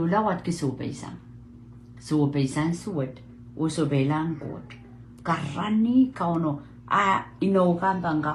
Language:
Pohnpeian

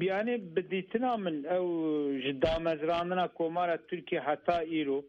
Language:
Kurdish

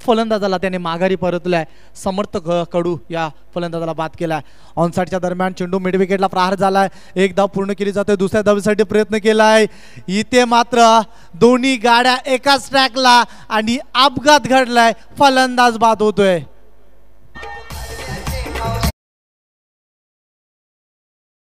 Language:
Marathi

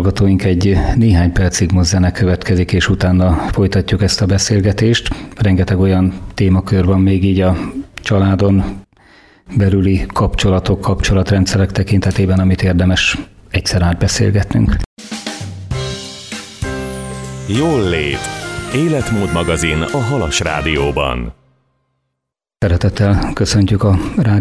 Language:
Hungarian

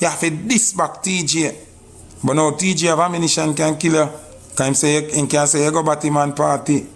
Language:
Jamaican Creole English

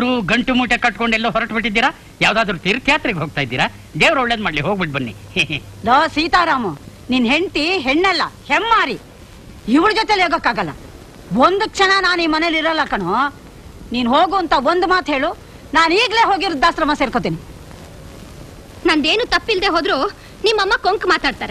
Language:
Kannada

